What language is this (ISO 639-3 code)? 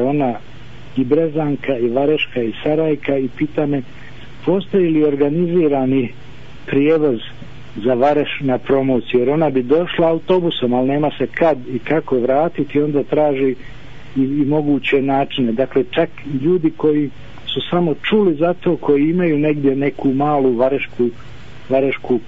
bos